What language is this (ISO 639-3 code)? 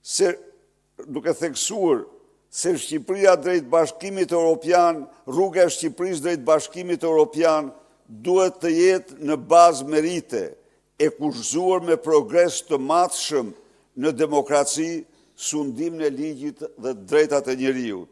sqi